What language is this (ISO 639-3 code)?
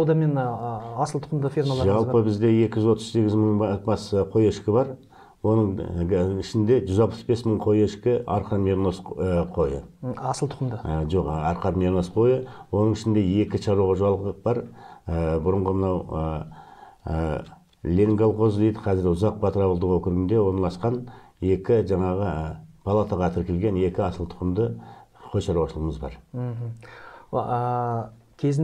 kaz